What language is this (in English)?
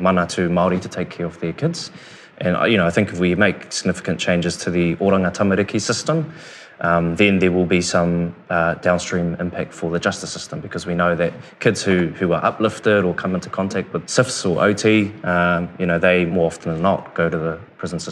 English